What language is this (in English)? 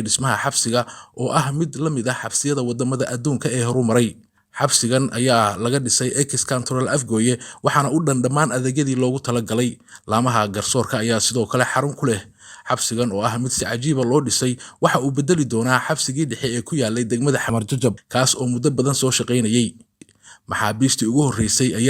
Somali